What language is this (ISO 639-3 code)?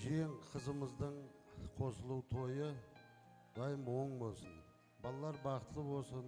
kaa